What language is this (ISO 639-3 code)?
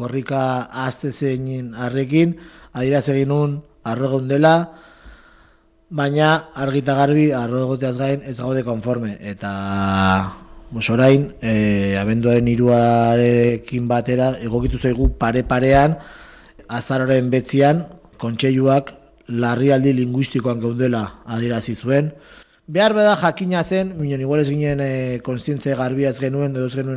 eus